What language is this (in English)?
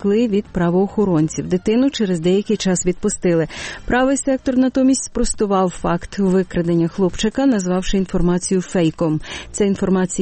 Ukrainian